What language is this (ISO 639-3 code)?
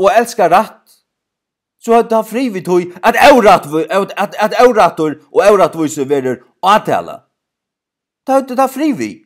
fao